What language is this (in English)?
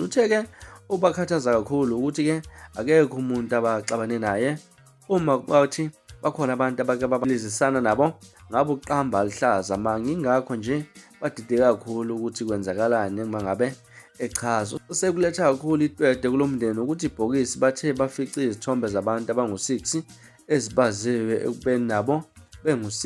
Zulu